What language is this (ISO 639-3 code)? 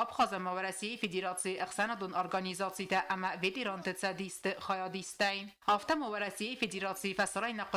oss